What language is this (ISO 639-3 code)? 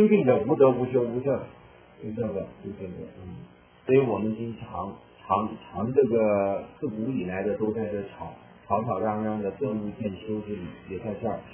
zho